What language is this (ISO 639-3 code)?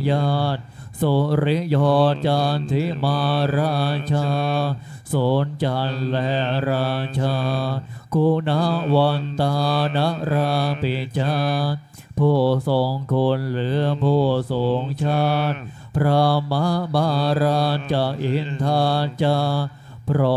tha